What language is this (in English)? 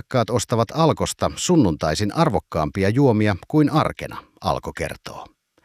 Finnish